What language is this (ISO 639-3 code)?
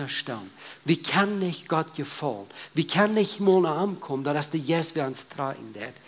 pdt